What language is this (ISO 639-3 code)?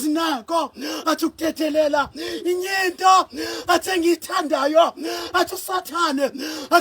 zul